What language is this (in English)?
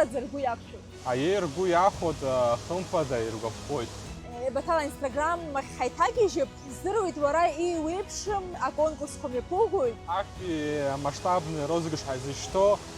Abkhazian